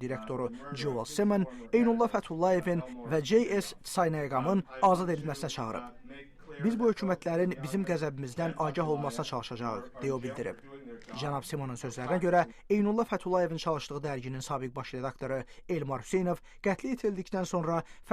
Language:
Azerbaijani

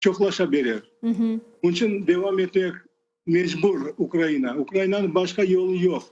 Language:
Crimean Tatar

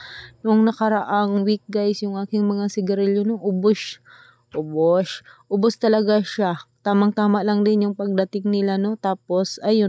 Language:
Filipino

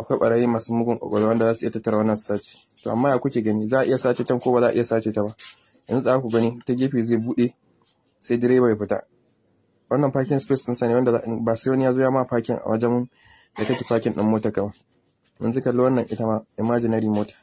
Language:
Hausa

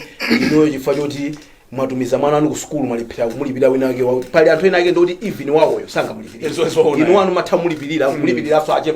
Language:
Nyanja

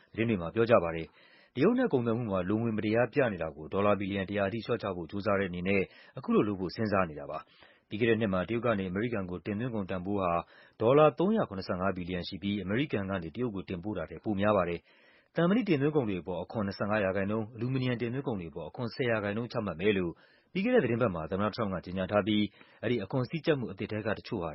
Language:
Burmese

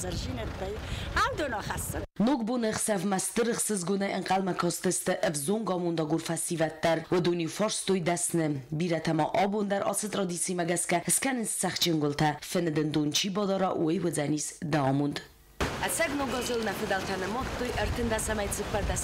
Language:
Ossetic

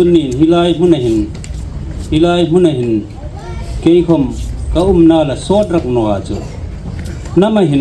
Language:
Hmar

